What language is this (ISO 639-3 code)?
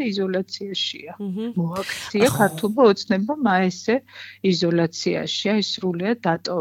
kat